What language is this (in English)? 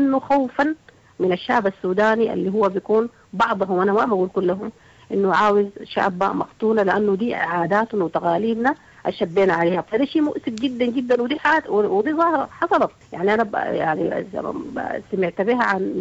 Sudanese Arabic